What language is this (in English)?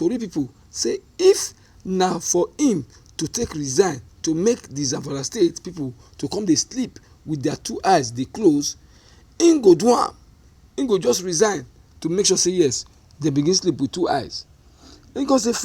Nigerian Pidgin